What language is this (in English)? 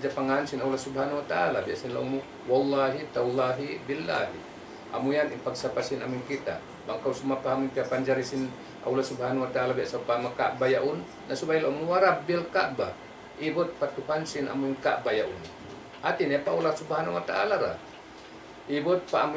Tausug